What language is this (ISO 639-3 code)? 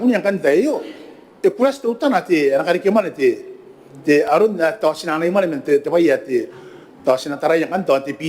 gil